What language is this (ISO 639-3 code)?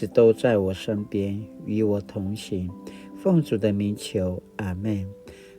pwn